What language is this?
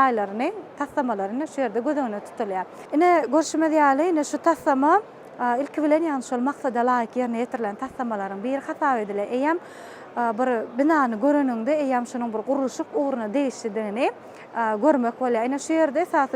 Turkmen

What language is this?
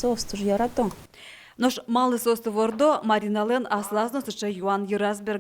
Udmurt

